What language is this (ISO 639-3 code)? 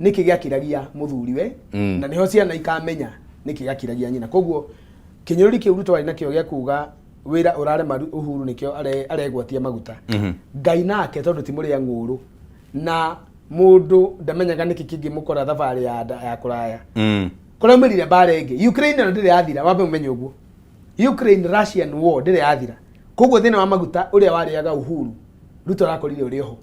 kik